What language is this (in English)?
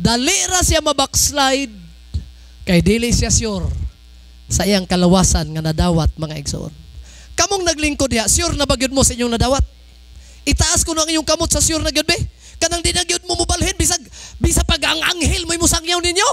Cebuano